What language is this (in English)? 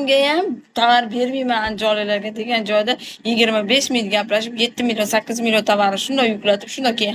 Uzbek